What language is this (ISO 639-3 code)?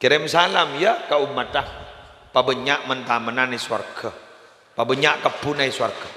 mad